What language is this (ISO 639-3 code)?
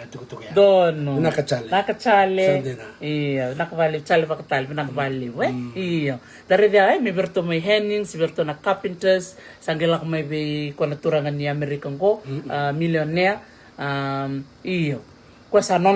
fij